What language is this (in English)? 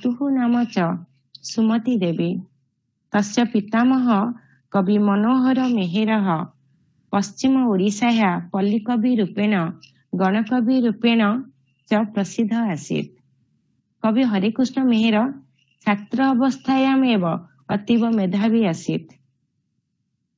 Sanskrit